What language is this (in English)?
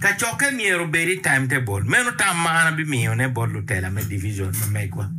Acoli